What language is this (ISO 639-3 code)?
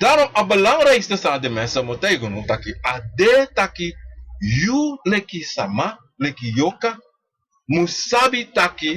srn